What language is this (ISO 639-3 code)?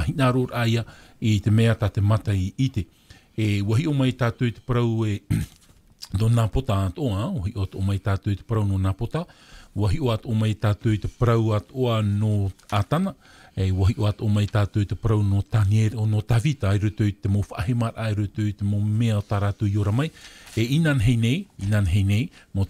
tah